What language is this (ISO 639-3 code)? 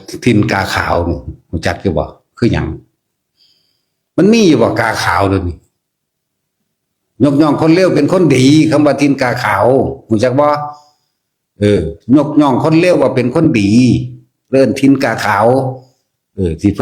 tts